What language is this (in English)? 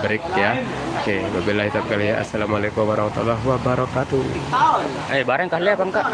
Sasak